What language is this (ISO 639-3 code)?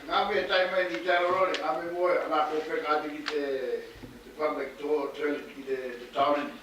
mri